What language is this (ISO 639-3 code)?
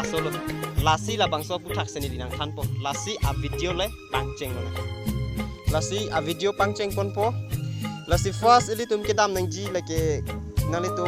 mjw